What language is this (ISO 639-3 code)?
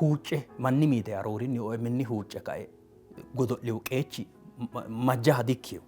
sid